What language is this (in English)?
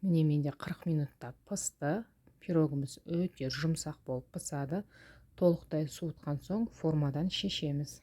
Kazakh